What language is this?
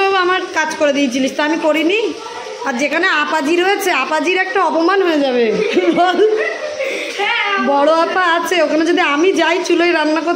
Bangla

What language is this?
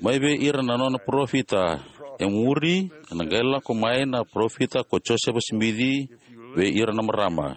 Fijian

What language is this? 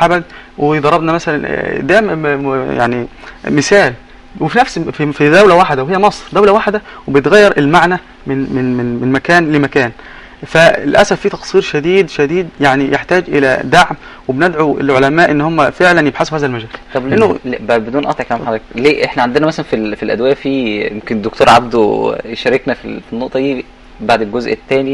Egyptian Arabic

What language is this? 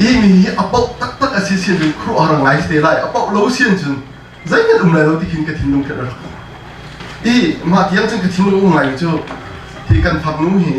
Hakha Chin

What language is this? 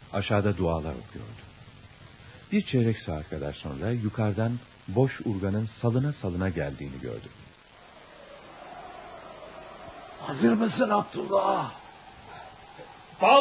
Turkish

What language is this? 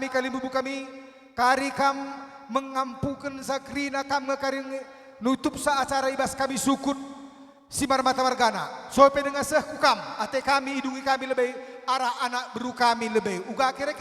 Batak Toba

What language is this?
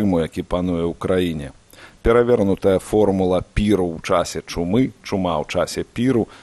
Belarusian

